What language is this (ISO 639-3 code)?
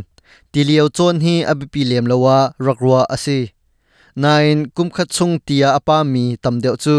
cnh